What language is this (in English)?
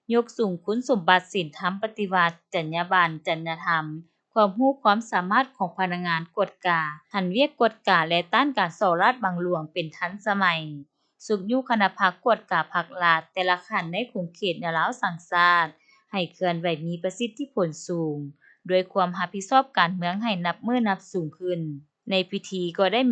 Lao